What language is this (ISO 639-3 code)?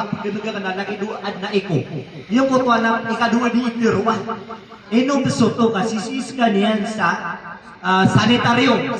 mrw